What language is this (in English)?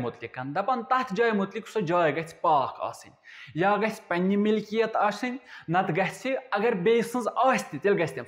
Kashmiri